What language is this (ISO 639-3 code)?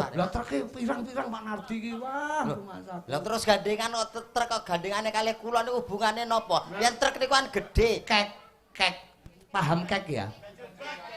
jav